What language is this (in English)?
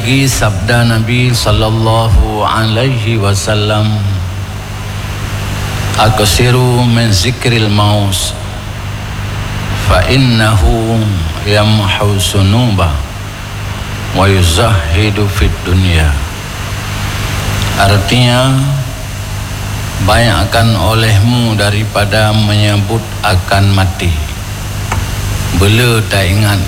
Malay